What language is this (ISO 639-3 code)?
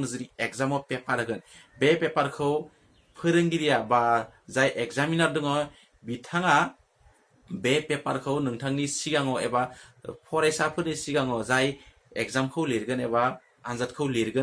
brx